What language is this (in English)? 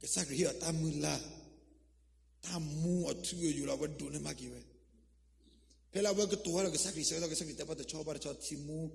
S'gaw Karen